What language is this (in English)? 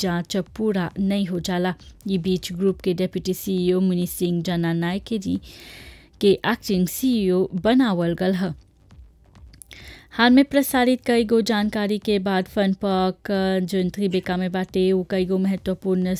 Bhojpuri